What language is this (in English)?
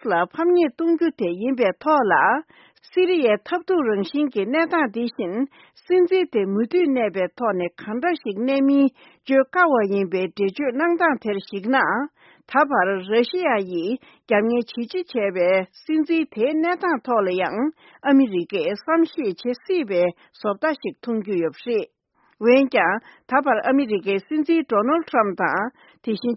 Tibetan